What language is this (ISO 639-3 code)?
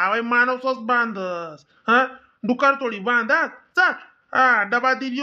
khn